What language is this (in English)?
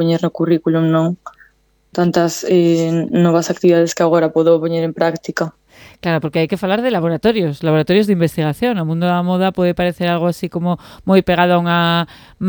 Galician